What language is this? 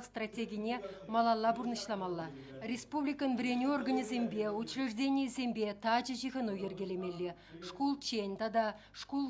Chuvash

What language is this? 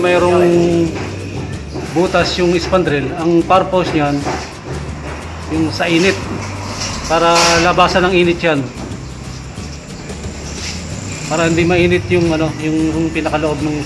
Filipino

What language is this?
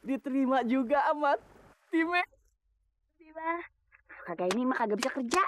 Betawi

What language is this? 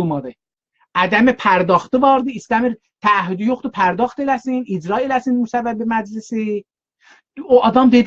South Azerbaijani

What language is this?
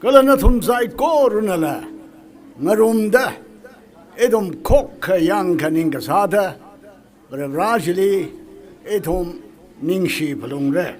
Tangkhul Naga (India)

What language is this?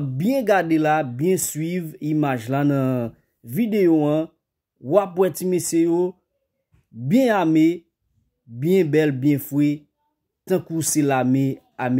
Haitian Creole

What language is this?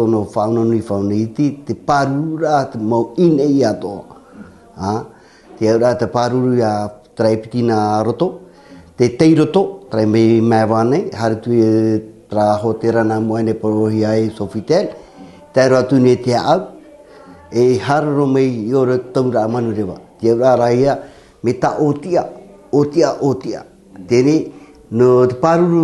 Tahitian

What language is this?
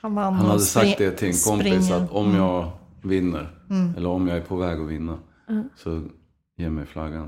Swedish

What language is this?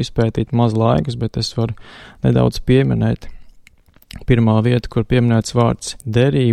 Latvian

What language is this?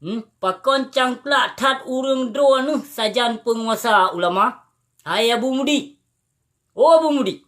Achinese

